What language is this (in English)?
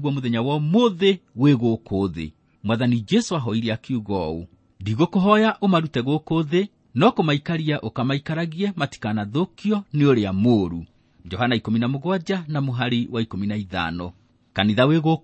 Kikuyu